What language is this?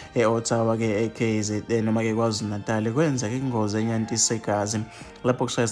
Zulu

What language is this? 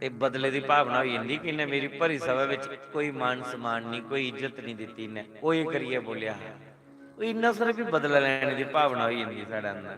Dogri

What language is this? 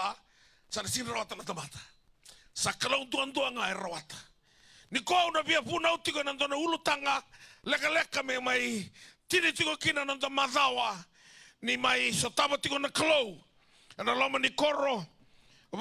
Fijian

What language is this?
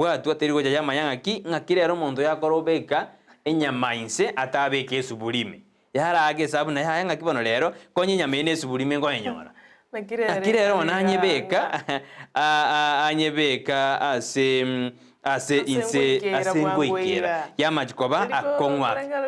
Gusii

